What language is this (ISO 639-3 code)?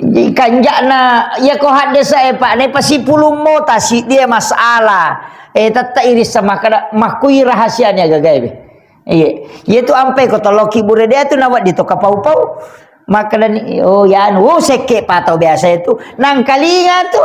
bug